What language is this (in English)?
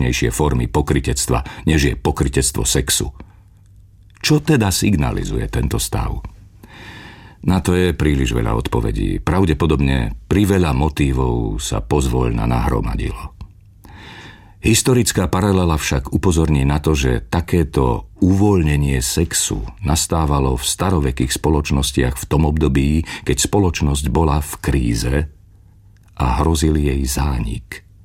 Slovak